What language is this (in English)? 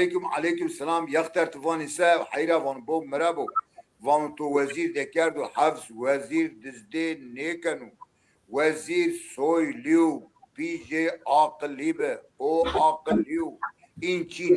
Zaza